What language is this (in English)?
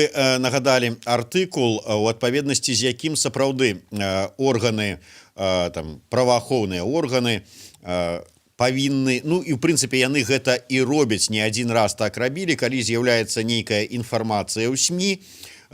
Belarusian